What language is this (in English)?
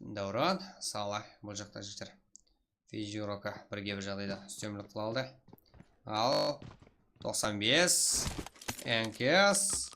Kara-Kalpak